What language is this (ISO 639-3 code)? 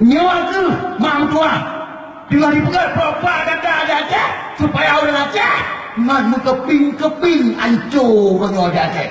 ace